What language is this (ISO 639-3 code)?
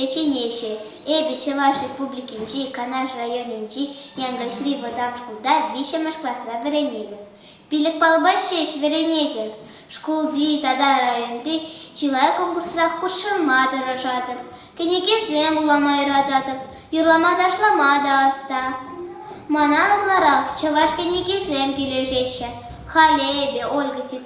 chv